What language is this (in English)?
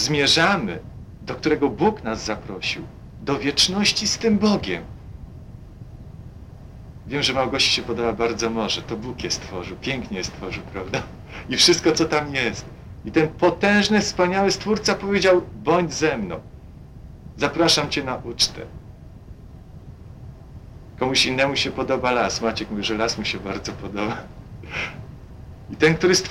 Polish